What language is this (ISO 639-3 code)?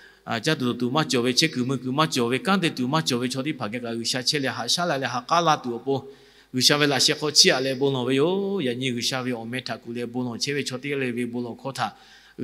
lhu